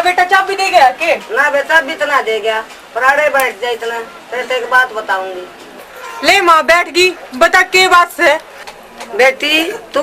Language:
Haryanvi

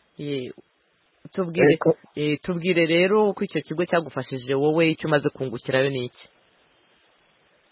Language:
Kinyarwanda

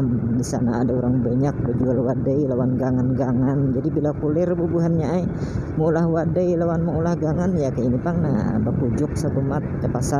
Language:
Banjar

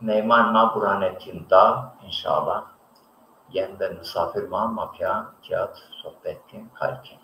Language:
Zaza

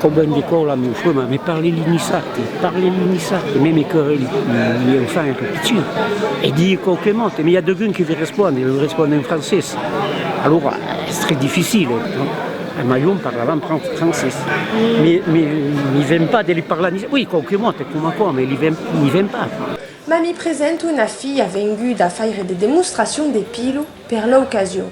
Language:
Occitan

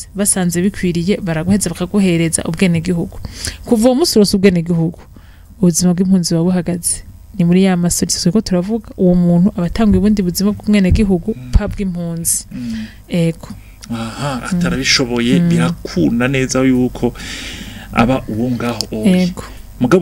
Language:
Rundi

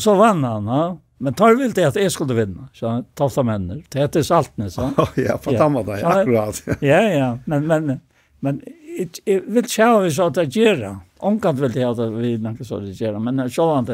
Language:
Faroese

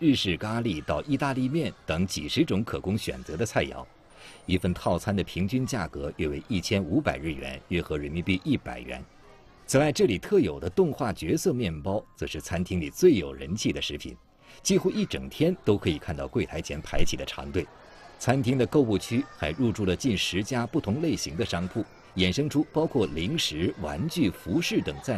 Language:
Chinese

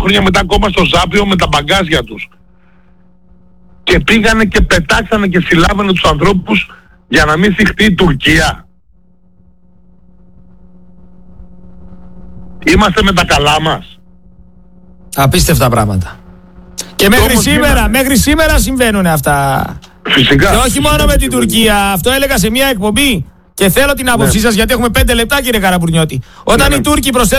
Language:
Greek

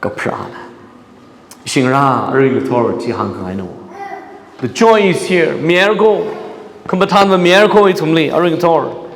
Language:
Tangkhul Naga (India)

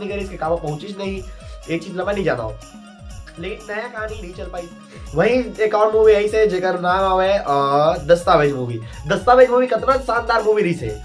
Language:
Chhattisgarhi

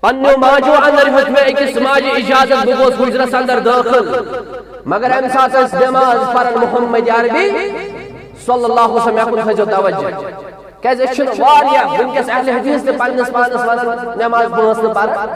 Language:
Kashmiri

